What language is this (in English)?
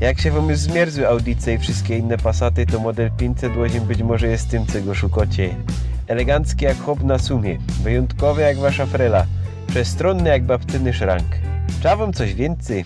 Silesian